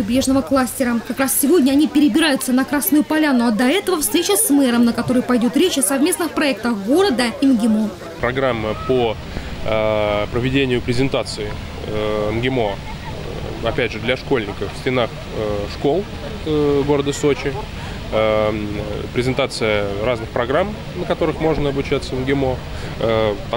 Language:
Russian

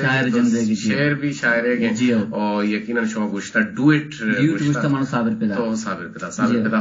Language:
Eastern Balochi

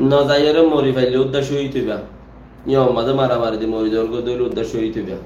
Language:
Rohingya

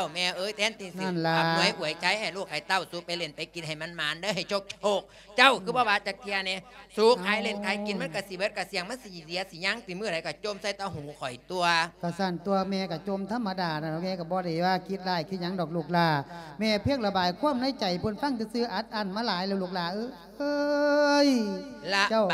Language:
Lao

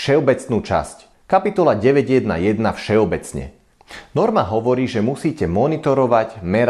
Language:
Slovak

